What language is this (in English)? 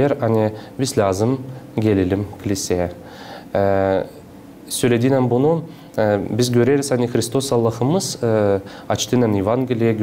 Gagauz